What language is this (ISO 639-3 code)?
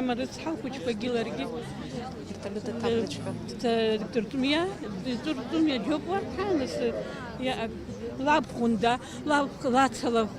abk